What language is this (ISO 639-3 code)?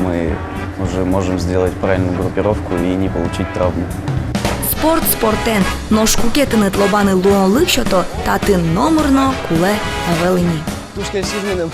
udm